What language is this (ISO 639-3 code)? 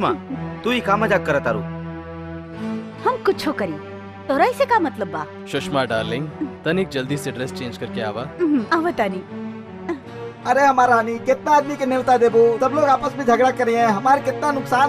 bho